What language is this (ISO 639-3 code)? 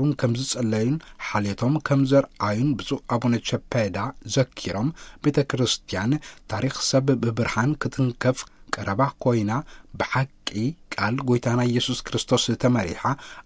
tir